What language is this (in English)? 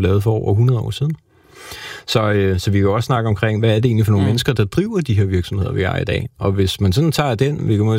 Danish